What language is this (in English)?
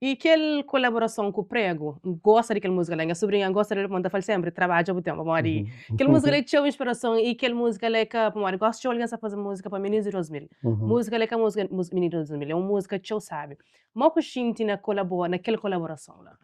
Kabuverdianu